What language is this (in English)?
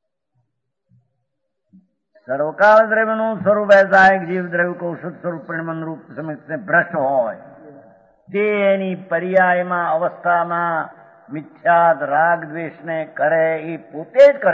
Gujarati